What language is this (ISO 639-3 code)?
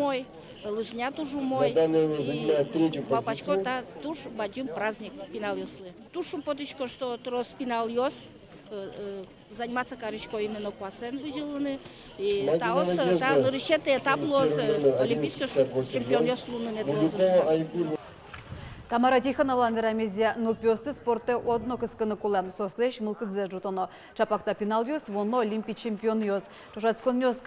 udm